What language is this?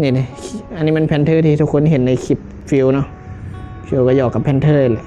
Northeastern Thai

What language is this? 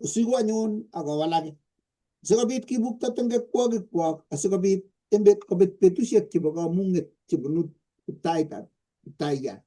Kalenjin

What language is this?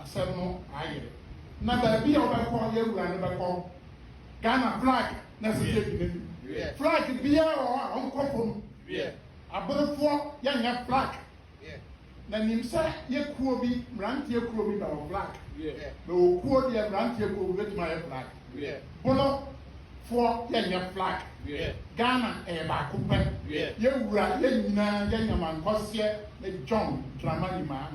Akan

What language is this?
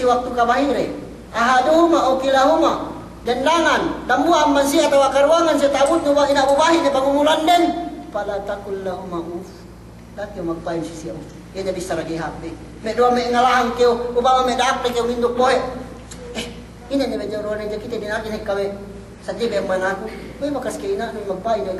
Yakan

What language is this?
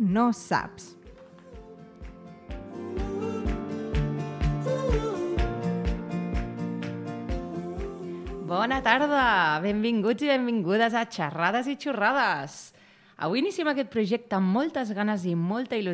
Catalan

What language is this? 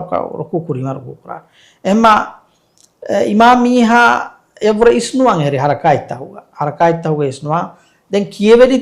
Divehi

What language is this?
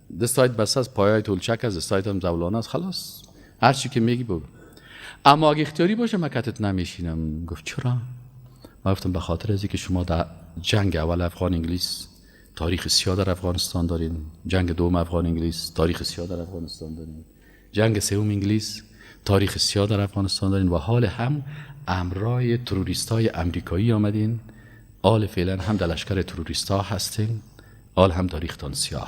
Persian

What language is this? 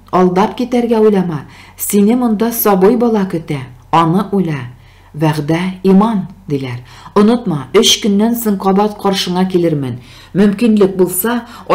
Tatar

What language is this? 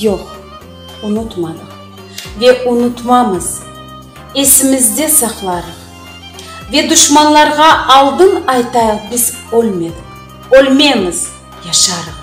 Crimean Tatar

